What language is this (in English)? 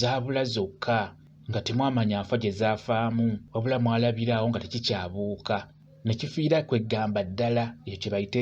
Ganda